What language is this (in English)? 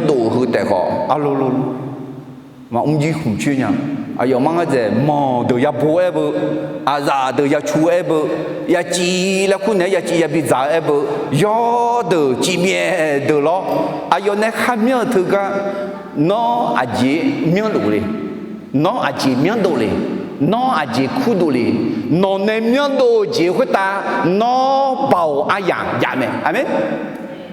Akha